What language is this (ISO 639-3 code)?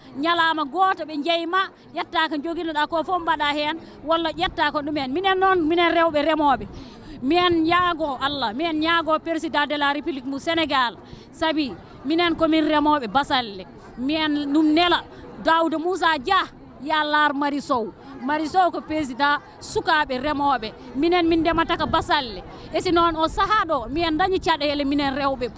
ful